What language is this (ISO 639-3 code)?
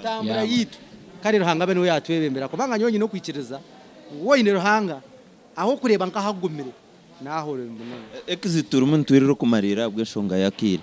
nyn